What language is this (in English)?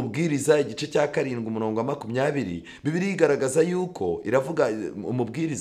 Kinyarwanda